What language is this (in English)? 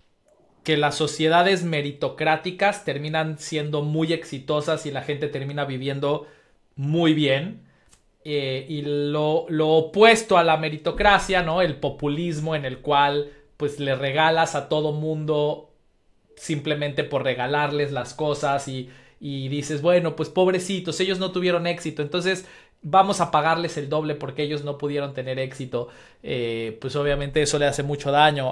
Spanish